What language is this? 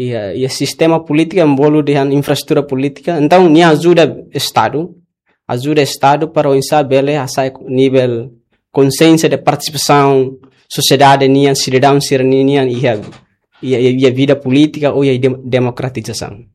Tetum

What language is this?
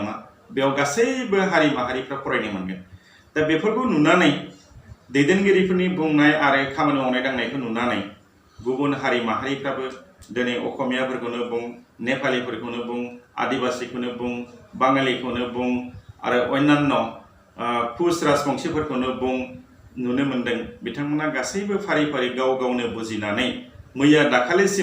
Bodo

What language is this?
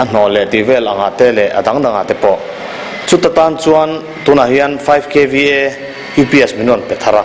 Mizo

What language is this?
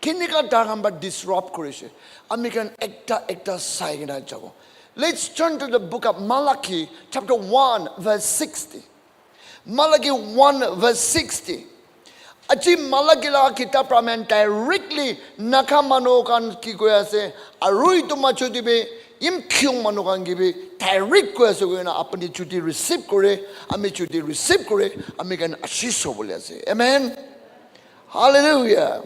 Naga Pidgin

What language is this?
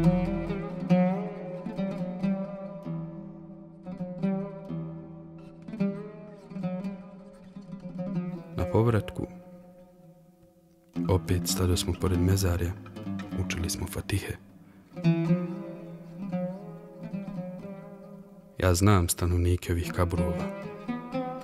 Bosnian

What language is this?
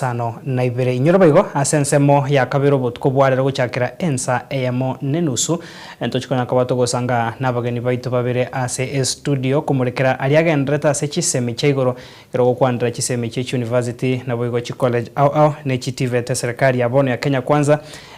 Gusii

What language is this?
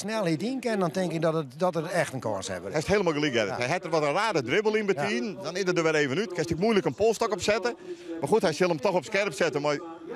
Western Frisian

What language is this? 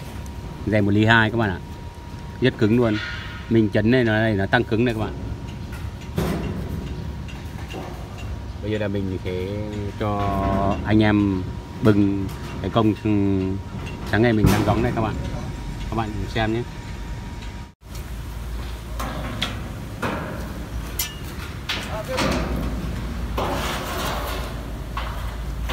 Vietnamese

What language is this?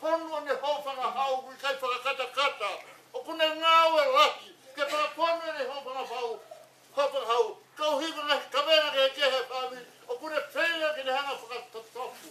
Tongan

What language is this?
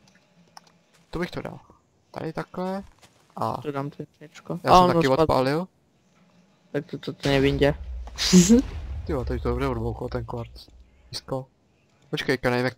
Czech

